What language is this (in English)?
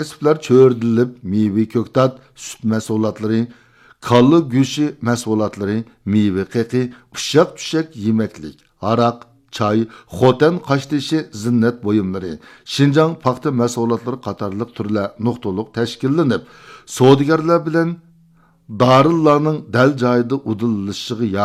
Uyghur